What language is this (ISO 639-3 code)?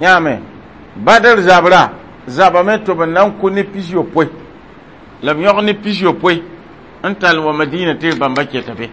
mos